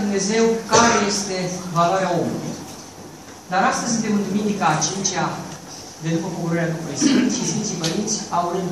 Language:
Romanian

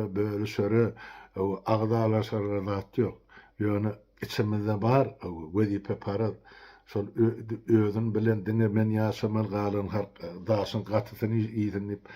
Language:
Turkmen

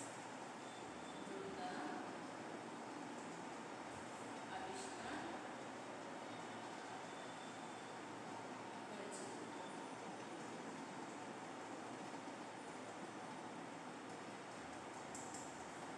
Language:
Bangla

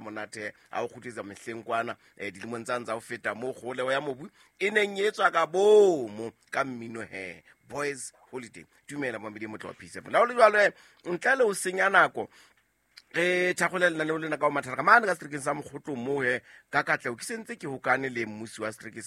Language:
Southern Sotho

